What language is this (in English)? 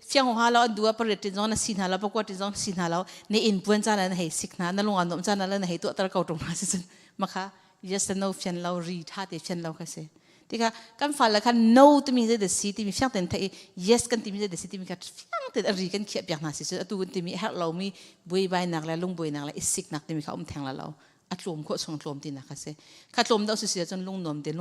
Hakha Chin